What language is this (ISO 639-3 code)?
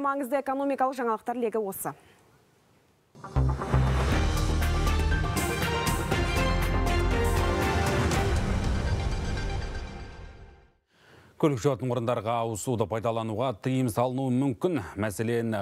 kaz